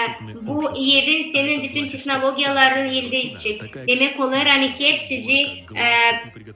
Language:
Gagauz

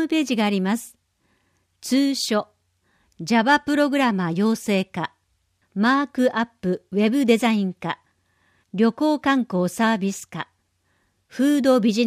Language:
Japanese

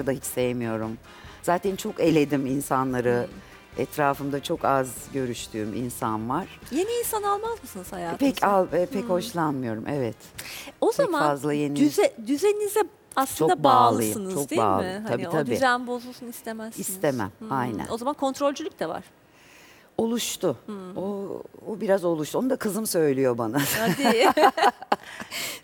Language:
Turkish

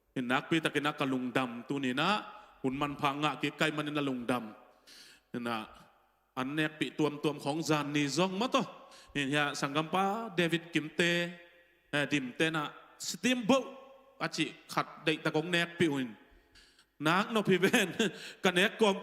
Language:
Tedim Chin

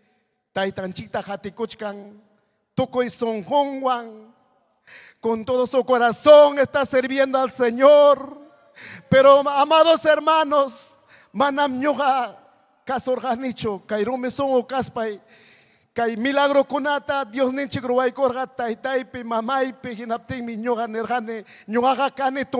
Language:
Ayacucho Quechua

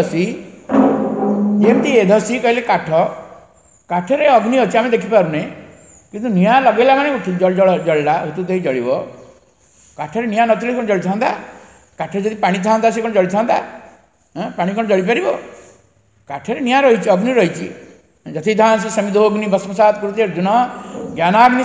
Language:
Odia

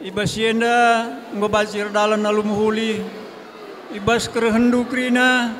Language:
Batak Karo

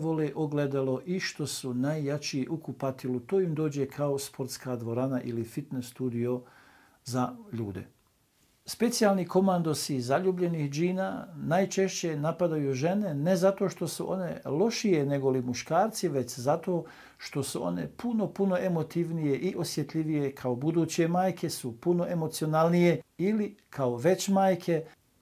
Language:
Bosnian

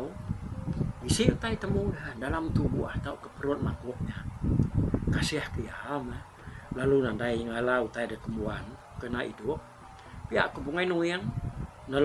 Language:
Iban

